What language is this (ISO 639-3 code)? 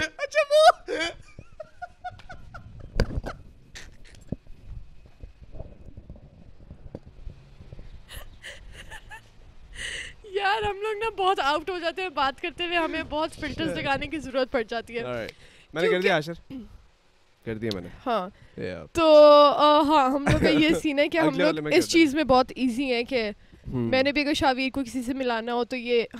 urd